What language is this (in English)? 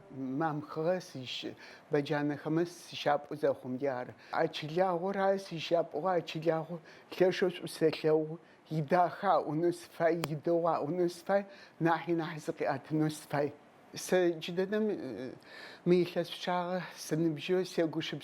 Adyghe